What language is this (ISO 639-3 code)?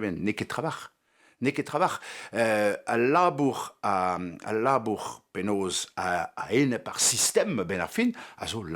bre